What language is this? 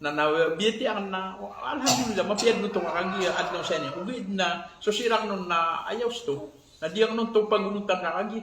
Maranao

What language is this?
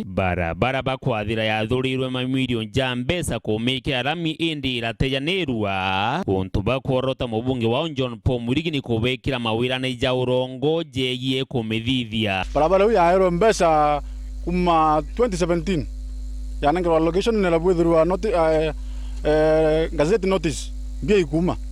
Meru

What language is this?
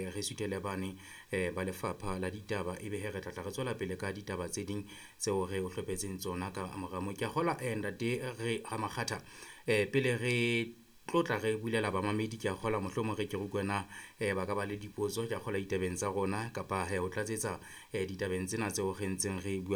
Southern Sotho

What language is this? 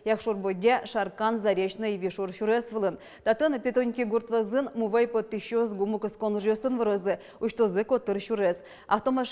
Udmurt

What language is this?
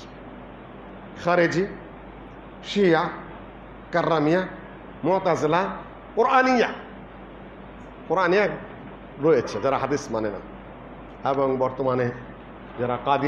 Bangla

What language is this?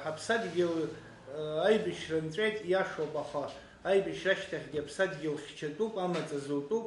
Abkhazian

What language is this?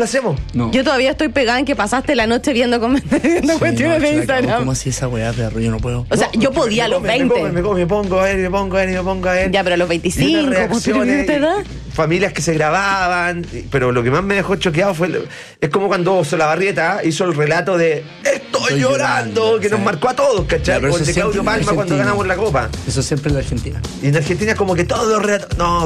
Spanish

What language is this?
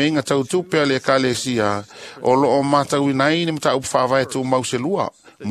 Samoan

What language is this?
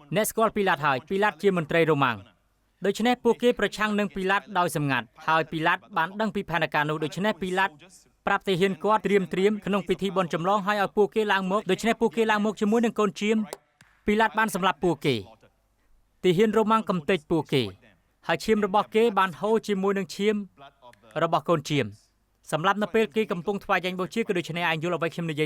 Khmer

